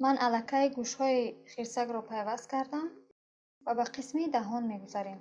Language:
Tajik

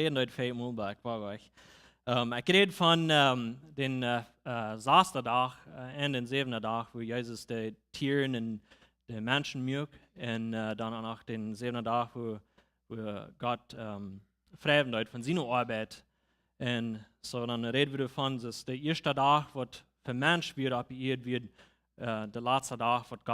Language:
Plautdietsch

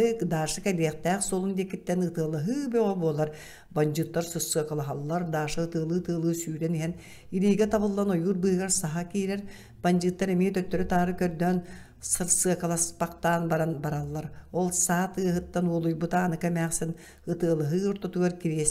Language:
Yakut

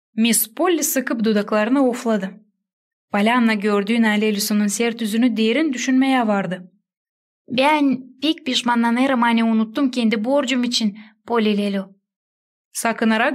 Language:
Gagauz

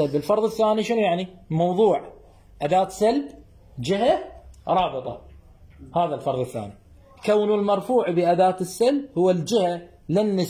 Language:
Mesopotamian Arabic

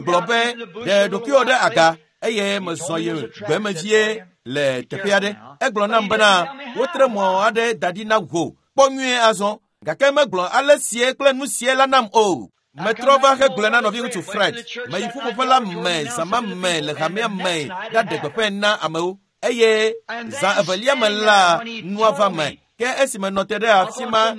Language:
Ewe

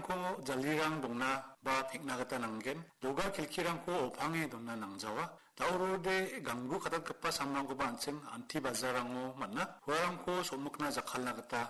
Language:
Garo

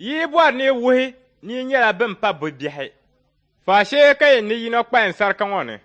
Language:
Dagbani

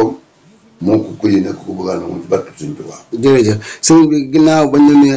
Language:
Wolof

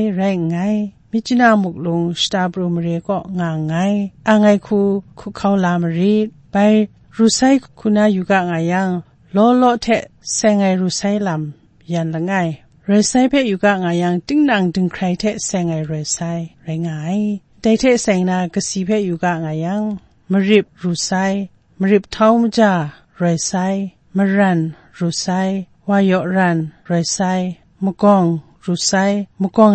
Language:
Kachin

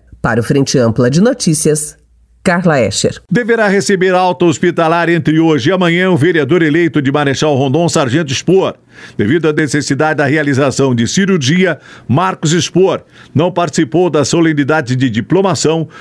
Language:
Portuguese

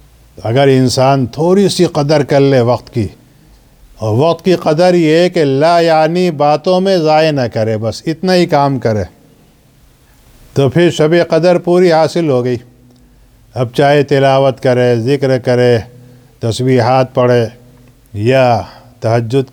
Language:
Urdu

